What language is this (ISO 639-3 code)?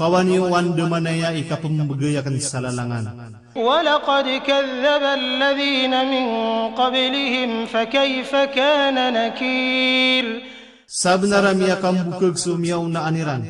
mrw